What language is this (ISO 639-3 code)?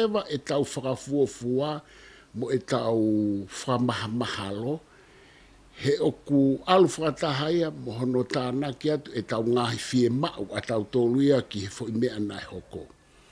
ton